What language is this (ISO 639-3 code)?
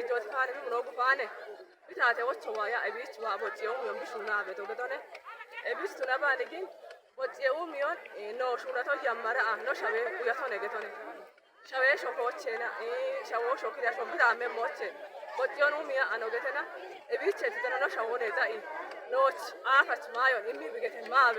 kbr